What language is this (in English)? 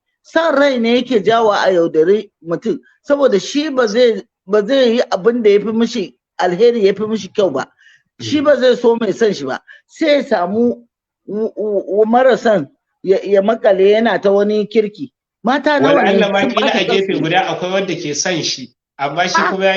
Hausa